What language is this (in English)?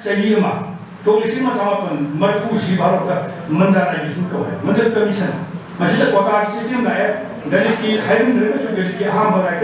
Manipuri